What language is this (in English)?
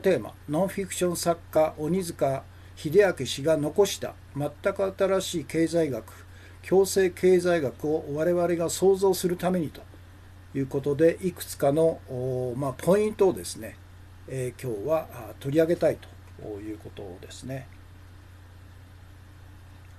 Japanese